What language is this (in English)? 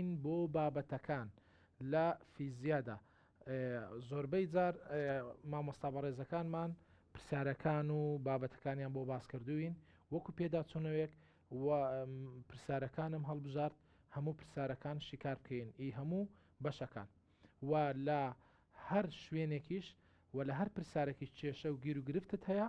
Central Kurdish